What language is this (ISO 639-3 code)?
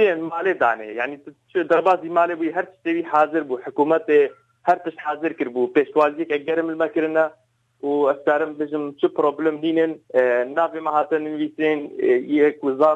kur